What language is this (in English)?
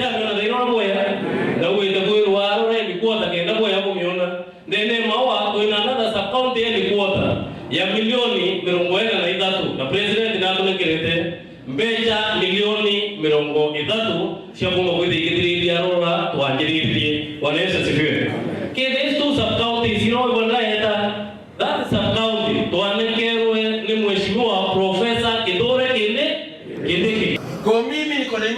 Meru